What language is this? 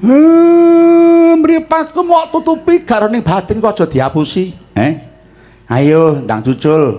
Javanese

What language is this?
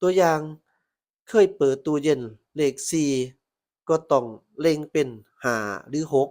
Lao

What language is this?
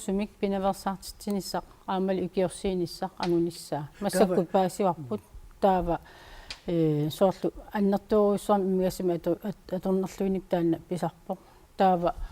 Kalaallisut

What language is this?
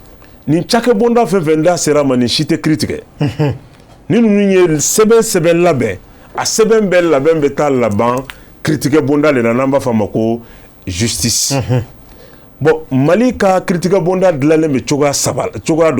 Bambara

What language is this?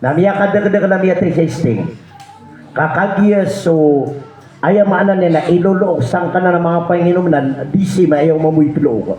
Maranao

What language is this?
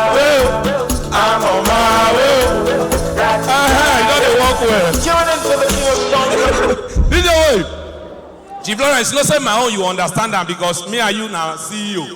Nigerian Pidgin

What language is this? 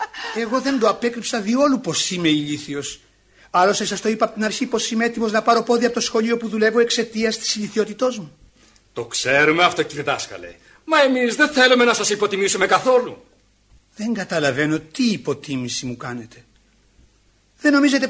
Greek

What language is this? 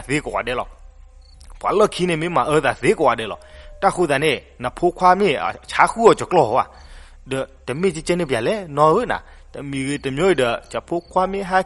S'gaw Karen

